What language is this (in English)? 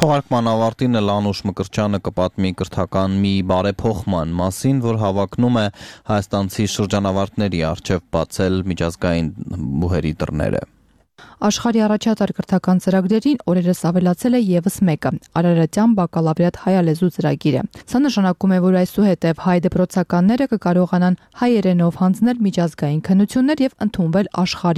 Armenian